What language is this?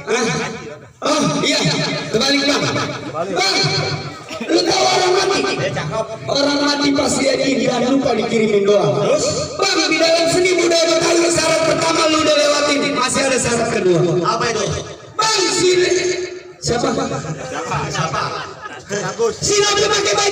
Betawi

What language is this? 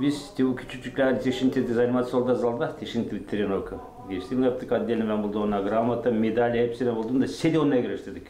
Gagauz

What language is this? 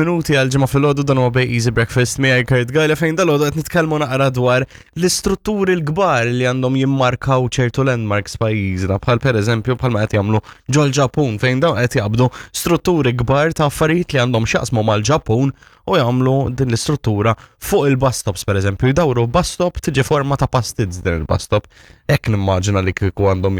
Maltese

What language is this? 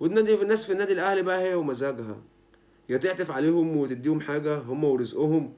Egyptian Arabic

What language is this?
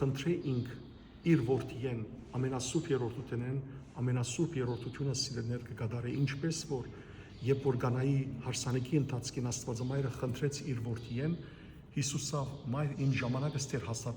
Western Armenian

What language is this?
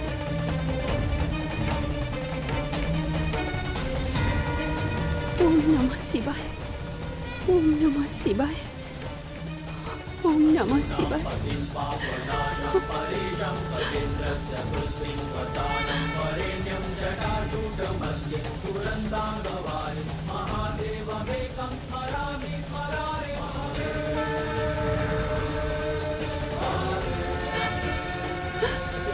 Odia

